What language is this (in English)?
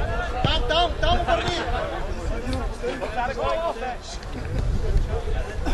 Bulgarian